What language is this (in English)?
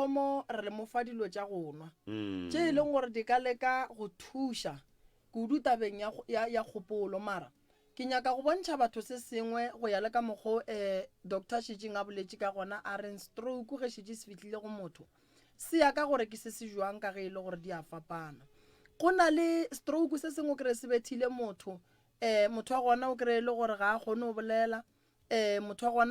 Northern Sotho